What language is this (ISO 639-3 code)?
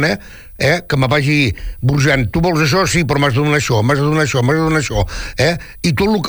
cat